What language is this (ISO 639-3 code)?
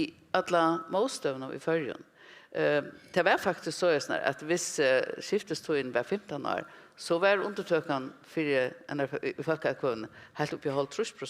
fao